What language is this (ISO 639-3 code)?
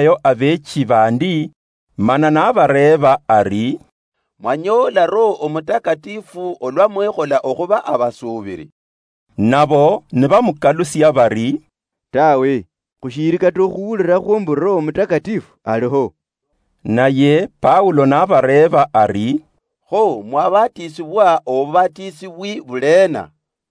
luy